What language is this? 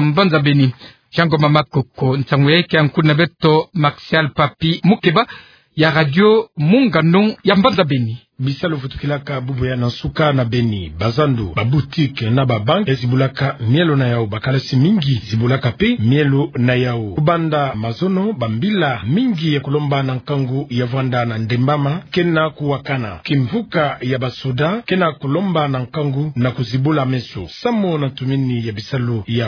Kituba (Democratic Republic of Congo)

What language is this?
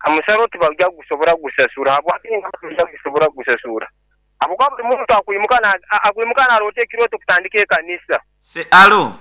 Nyoro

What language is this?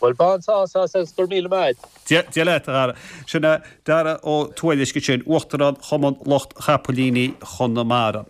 Irish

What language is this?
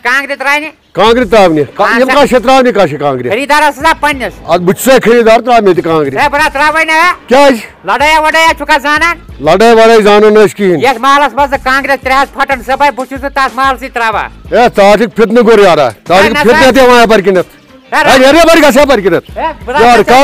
Kashmiri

